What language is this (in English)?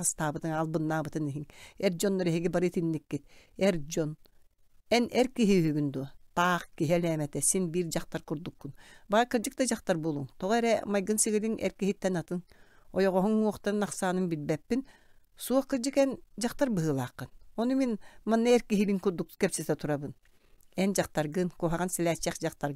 Yakut